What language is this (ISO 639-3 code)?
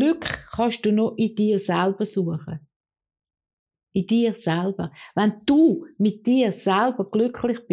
deu